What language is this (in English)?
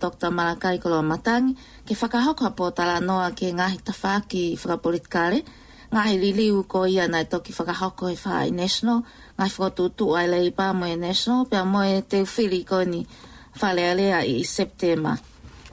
Tongan